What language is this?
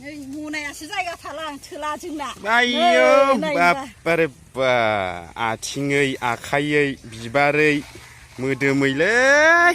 Bodo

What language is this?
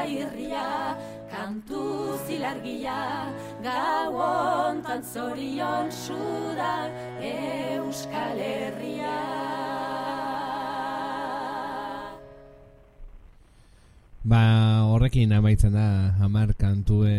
Basque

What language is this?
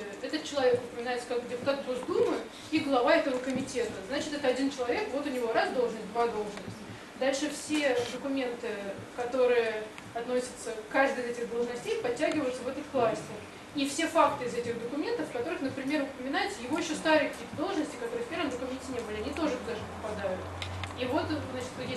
Russian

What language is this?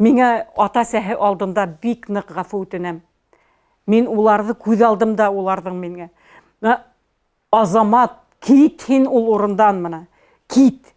Bashkir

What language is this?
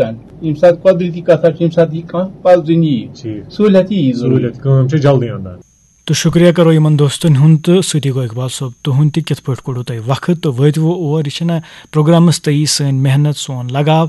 Kashmiri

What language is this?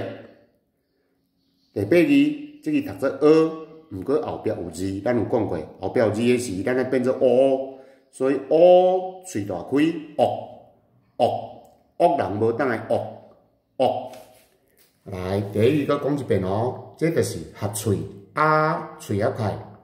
Min Nan Chinese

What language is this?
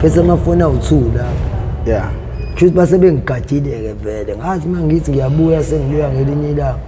Zulu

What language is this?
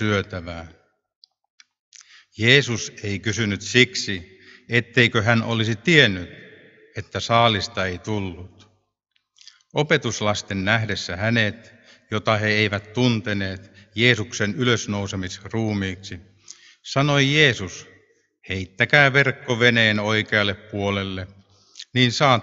Finnish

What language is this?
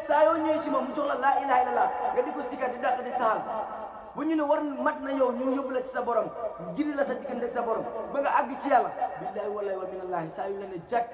Wolof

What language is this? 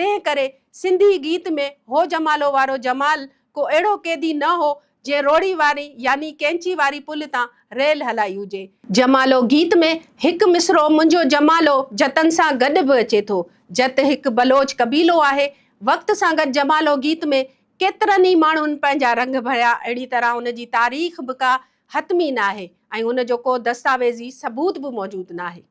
Sindhi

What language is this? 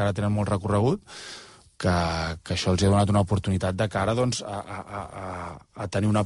Catalan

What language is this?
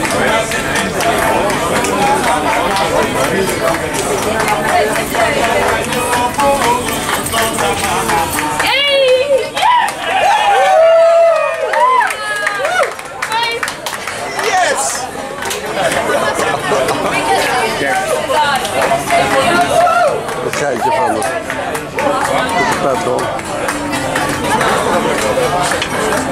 Dutch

